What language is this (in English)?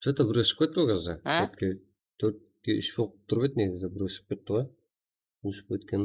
Kara-Kalpak